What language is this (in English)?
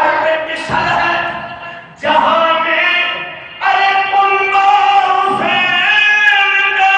Saraiki